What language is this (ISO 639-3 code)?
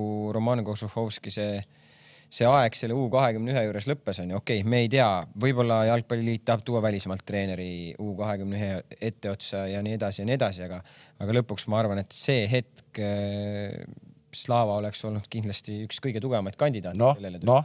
est